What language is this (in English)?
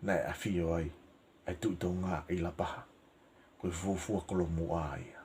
Tongan